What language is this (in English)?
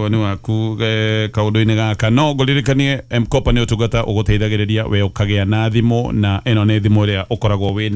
Kikuyu